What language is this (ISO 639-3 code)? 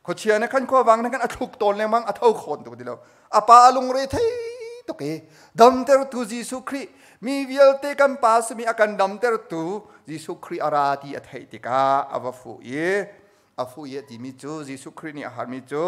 cnh